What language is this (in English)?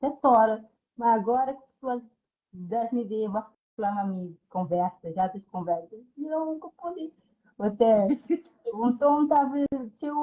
Kabuverdianu